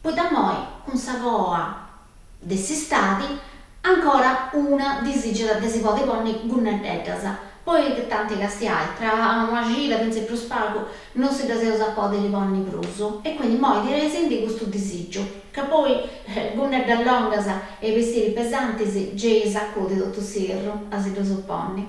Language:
Sardinian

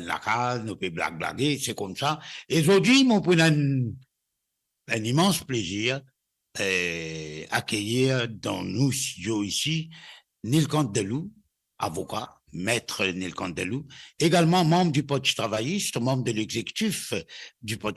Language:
Morisyen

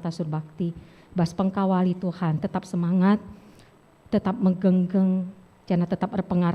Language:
Batak Karo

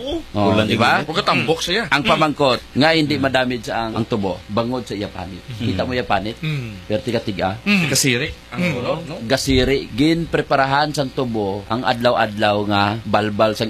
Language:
Hiligaynon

